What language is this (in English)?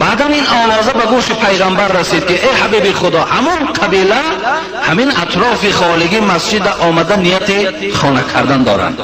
Tajik